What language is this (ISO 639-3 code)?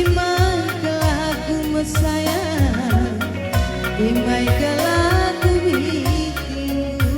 btx